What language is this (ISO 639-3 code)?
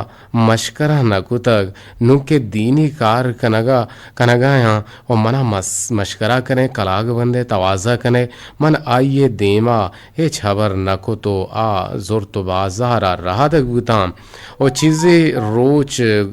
bgp